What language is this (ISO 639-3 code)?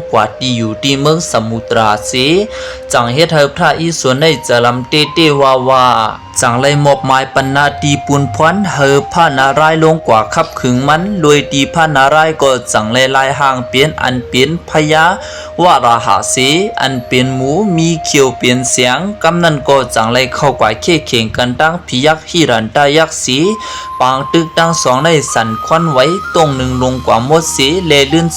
shn